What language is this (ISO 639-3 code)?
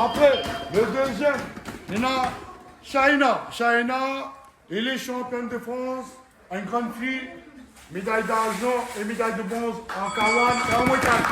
rcf